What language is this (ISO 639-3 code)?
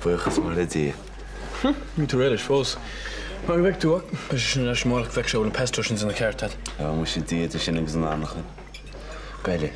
gle